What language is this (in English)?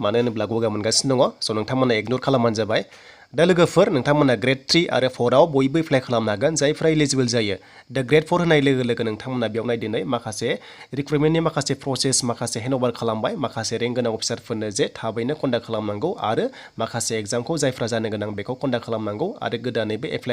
Bodo